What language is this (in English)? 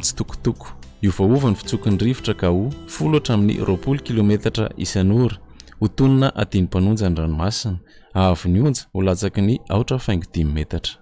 Malagasy